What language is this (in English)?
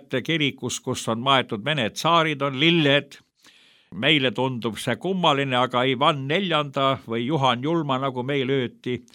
Estonian